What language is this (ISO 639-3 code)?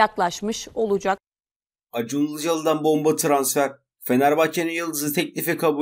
tur